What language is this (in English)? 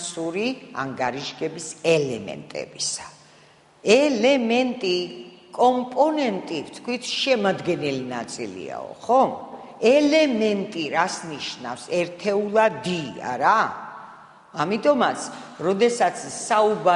Georgian